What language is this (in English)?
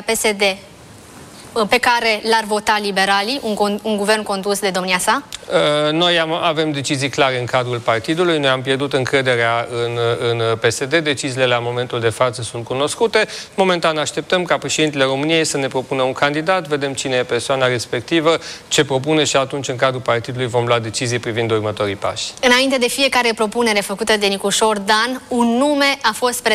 Romanian